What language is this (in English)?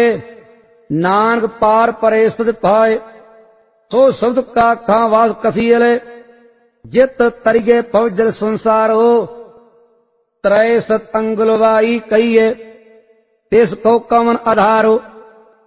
Punjabi